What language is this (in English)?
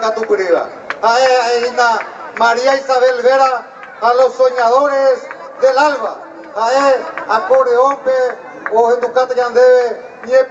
Guarani